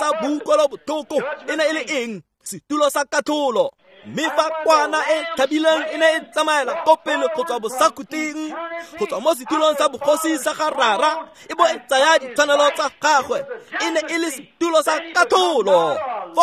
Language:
Tswana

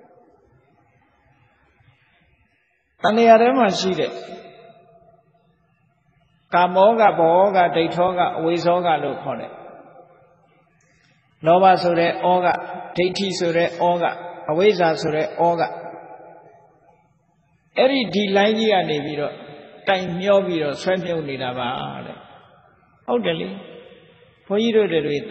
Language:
Burmese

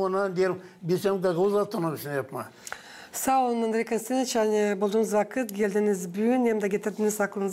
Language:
Gagauz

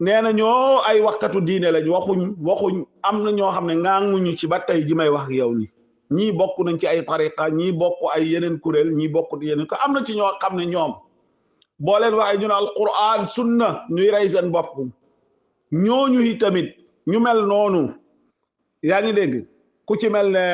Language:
Wolof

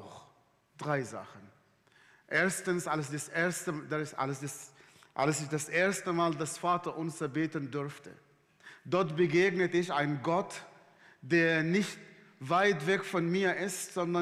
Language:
Swiss German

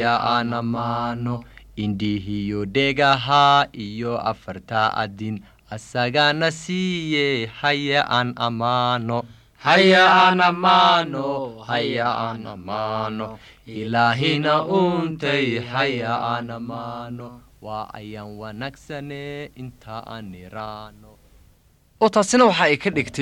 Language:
Somali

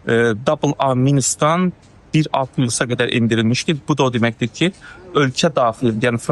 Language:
Azerbaijani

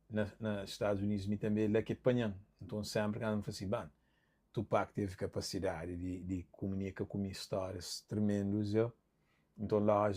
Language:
Kabuverdianu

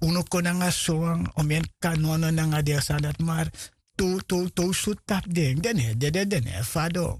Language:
Sranan Tongo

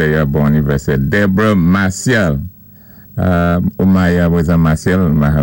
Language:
Saint Lucian Creole French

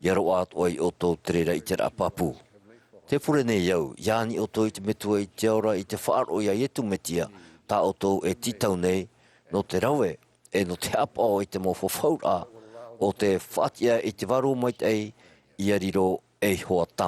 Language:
Tahitian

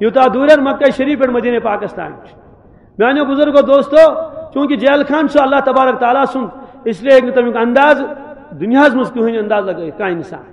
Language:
Kashmiri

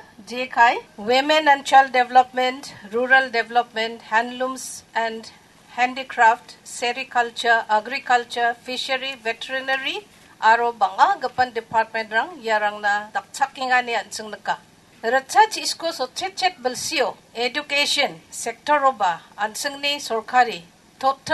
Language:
Garo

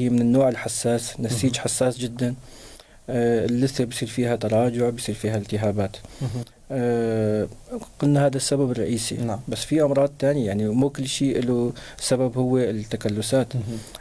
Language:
North Levantine Arabic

